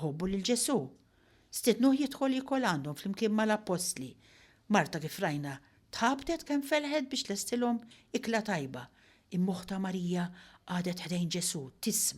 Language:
Maltese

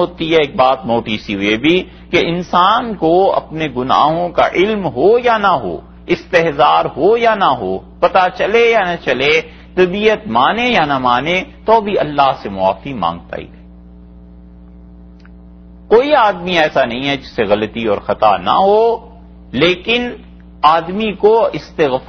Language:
Urdu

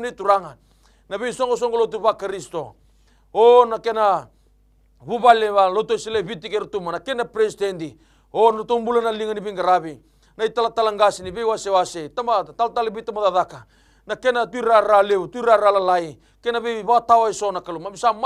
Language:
Fijian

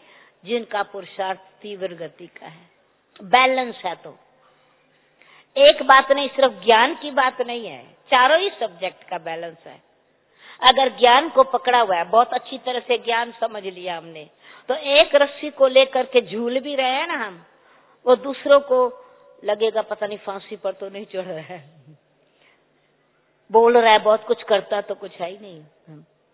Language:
Hindi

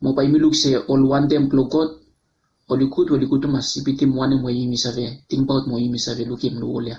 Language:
Bislama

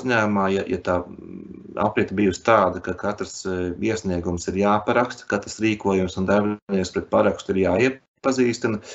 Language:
Latvian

